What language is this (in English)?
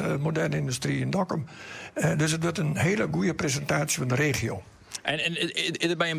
Western Frisian